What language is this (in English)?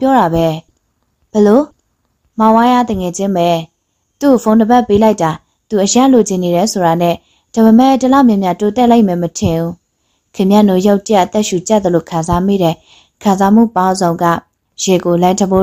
Burmese